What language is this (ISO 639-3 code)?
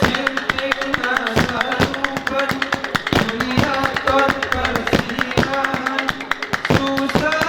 gay